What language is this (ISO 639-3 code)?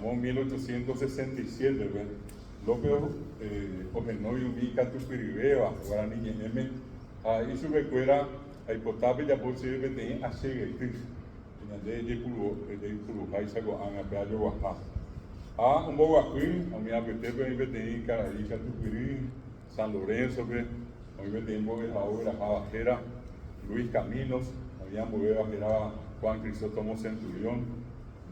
grn